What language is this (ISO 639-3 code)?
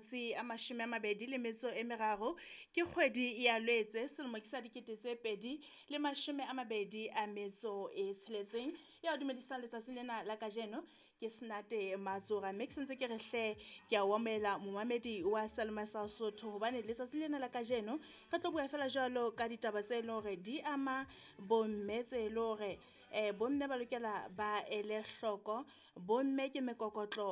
sot